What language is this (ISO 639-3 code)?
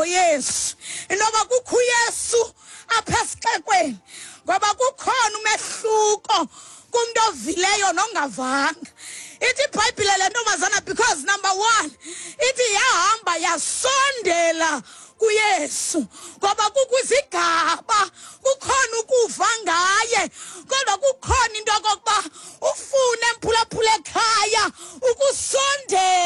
xho